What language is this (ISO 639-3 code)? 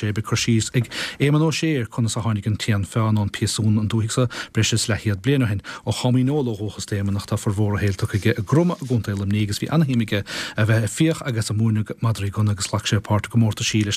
gle